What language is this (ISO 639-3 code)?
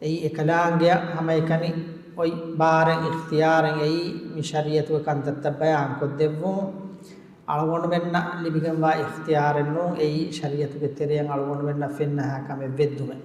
div